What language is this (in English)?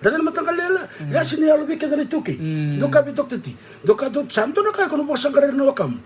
Fijian